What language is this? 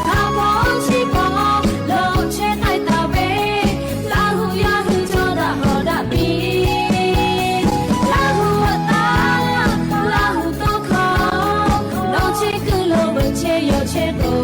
Lahu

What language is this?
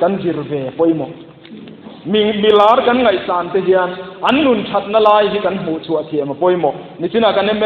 Mizo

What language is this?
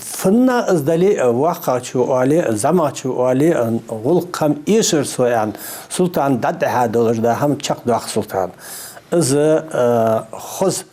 Ingush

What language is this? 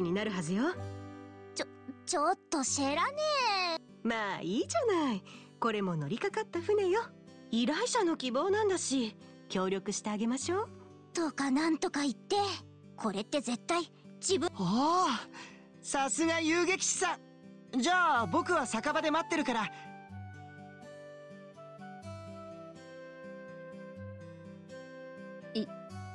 Japanese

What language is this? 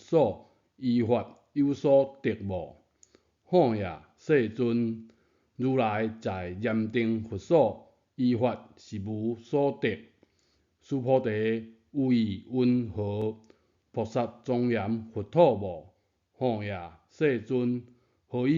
Min Nan Chinese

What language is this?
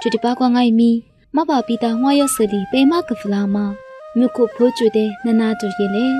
Lisu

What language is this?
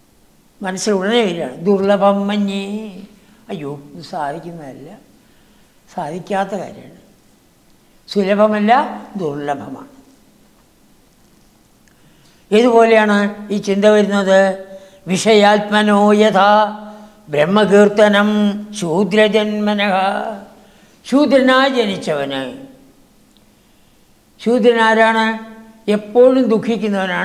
Malayalam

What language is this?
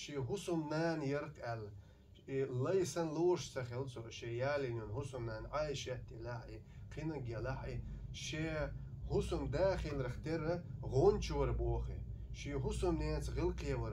Chechen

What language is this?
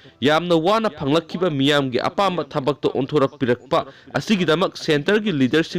Manipuri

